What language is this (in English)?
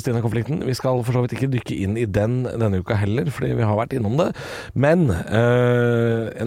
Norwegian